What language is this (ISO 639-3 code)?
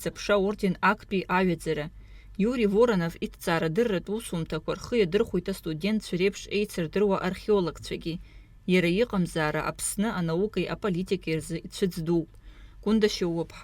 abk